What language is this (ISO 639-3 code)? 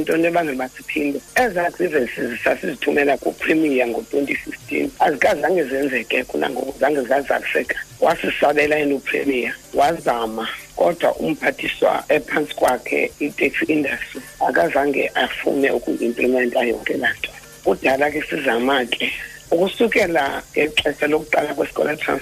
xho